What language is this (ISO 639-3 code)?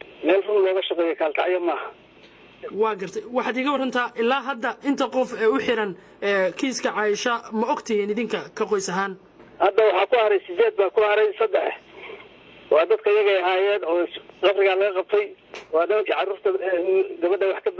som